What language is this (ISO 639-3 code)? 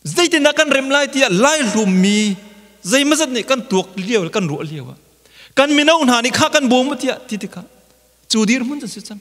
cnh